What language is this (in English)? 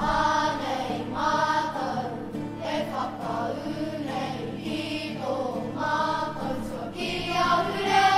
Māori